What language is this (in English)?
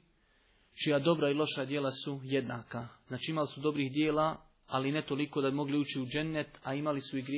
Bosnian